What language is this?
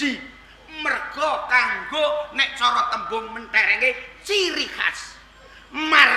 Javanese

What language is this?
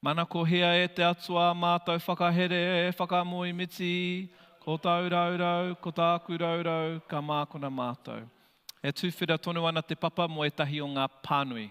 Māori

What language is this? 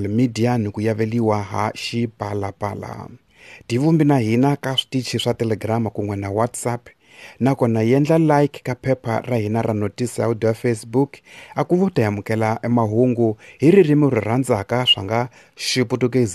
Tsonga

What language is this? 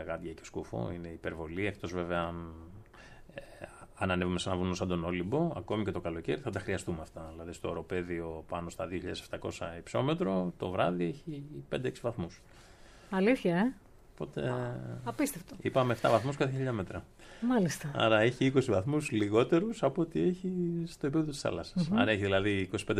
Greek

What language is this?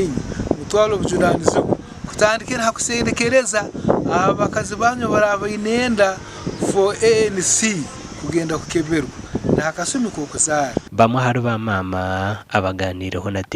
Nyankole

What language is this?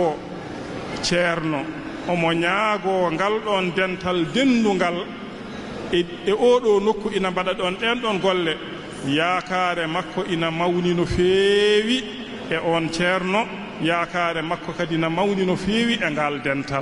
Fula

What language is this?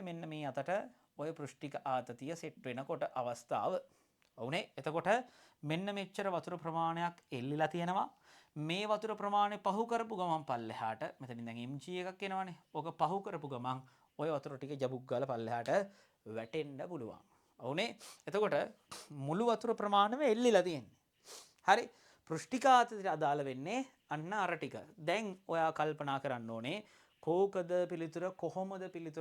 Sinhala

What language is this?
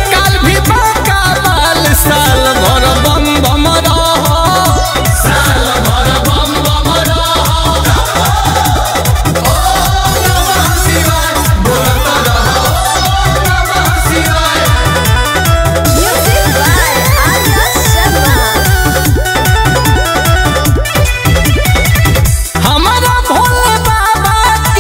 Bhojpuri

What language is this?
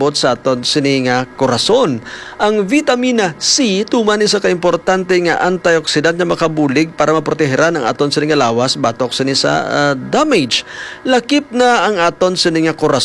Hiligaynon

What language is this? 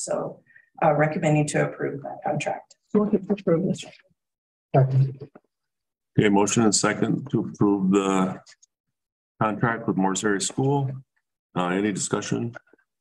English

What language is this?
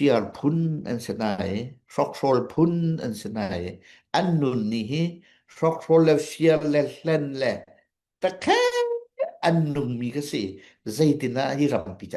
Hakha Chin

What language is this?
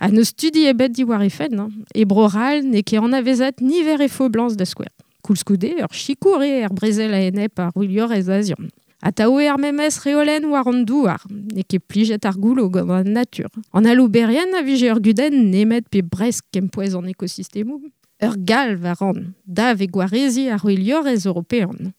Breton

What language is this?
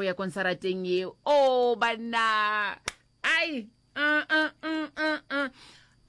Northern Sotho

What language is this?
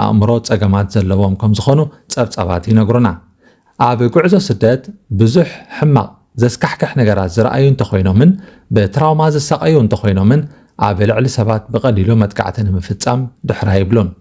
Tigrinya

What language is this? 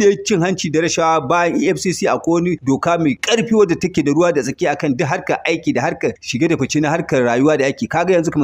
Hausa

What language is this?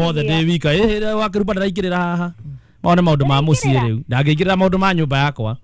Kikuyu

